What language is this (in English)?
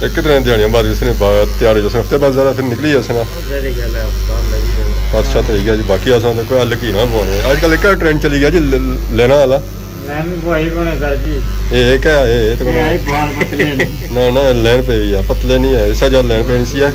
Pahari-Potwari